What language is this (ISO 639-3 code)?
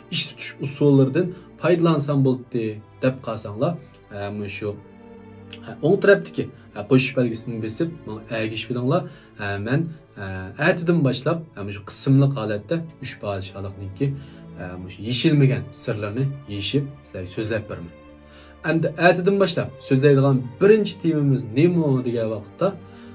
uig